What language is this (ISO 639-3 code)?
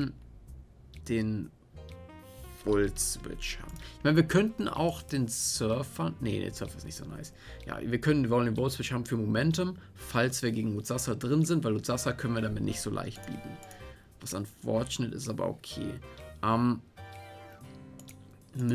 deu